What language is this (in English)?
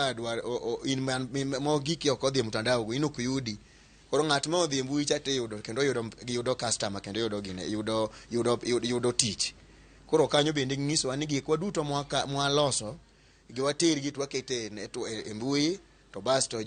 Luo (Kenya and Tanzania)